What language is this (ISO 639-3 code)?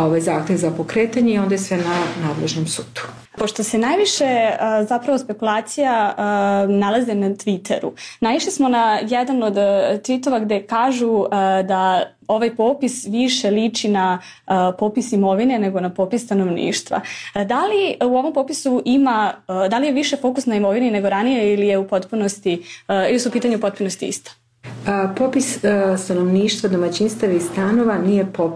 srp